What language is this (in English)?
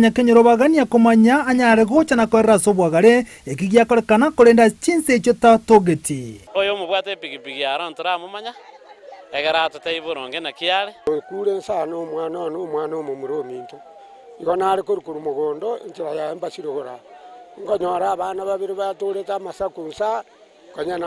Gusii